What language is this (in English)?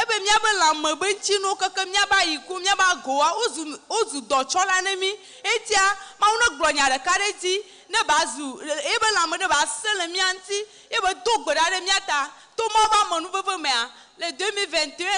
Ewe